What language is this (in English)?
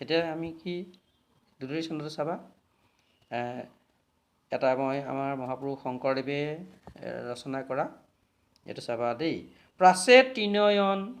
Assamese